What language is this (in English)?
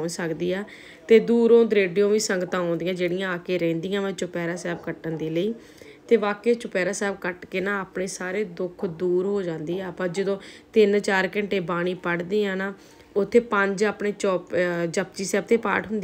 Punjabi